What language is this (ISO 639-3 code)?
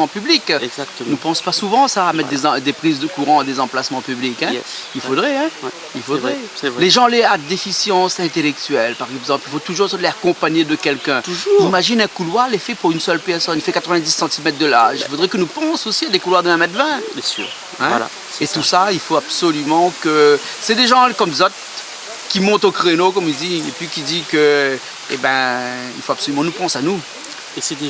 rcf